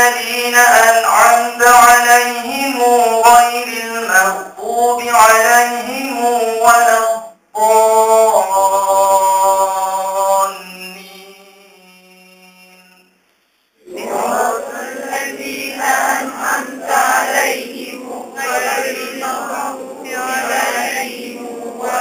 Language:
Malay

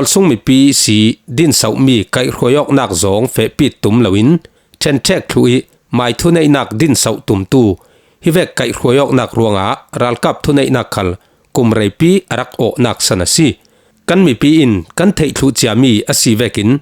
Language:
Falam Chin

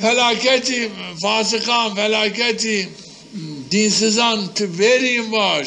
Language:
Zaza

